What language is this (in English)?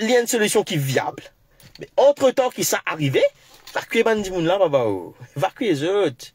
Morisyen